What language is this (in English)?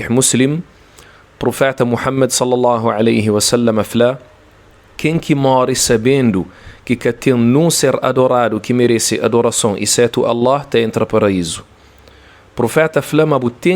Kabuverdianu